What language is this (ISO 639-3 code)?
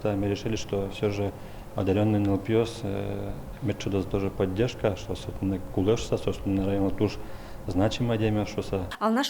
udm